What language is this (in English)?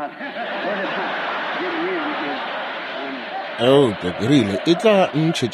Northern Sotho